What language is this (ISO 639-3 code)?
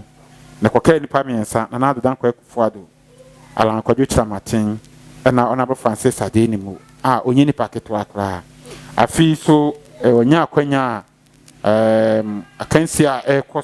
aka